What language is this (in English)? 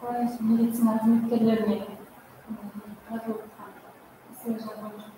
Kara-Kalpak